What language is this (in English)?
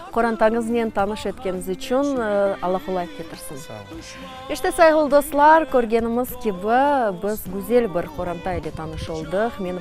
Crimean Tatar